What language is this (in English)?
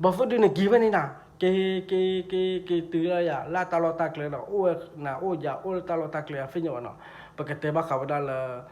S'gaw Karen